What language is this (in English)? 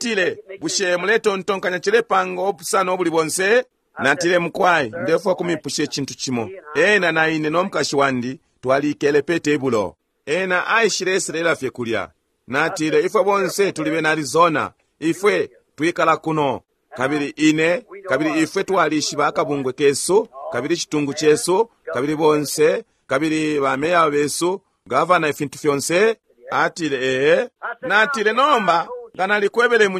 Bemba